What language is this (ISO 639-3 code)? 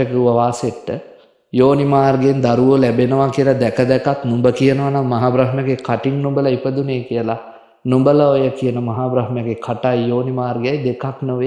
sin